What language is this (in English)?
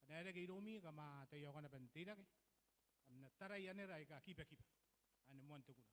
Gilbertese